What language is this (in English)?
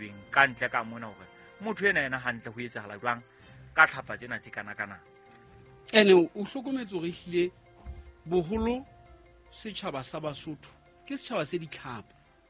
Southern Sotho